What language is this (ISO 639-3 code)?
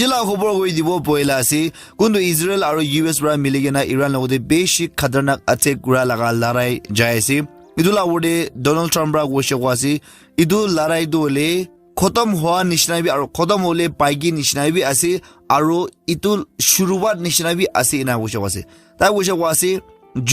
nag